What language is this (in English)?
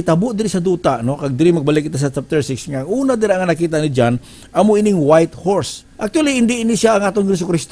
Hiligaynon